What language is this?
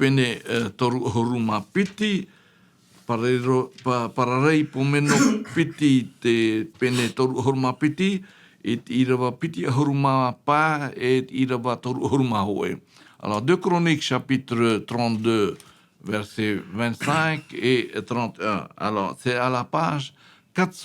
Tahitian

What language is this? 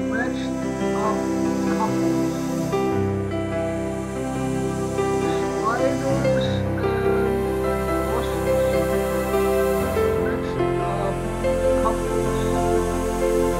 Italian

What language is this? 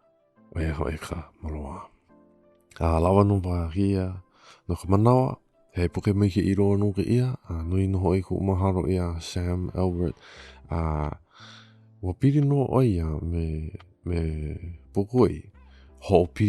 Hawaiian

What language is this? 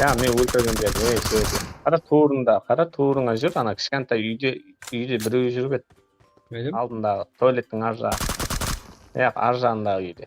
Kara-Kalpak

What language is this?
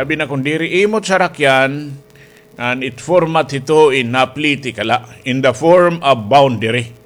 Waray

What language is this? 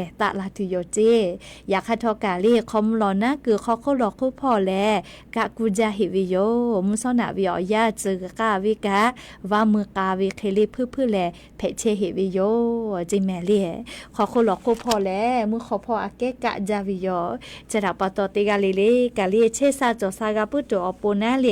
Lahu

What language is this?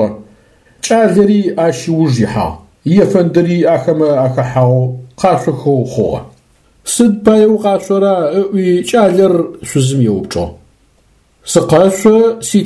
Adyghe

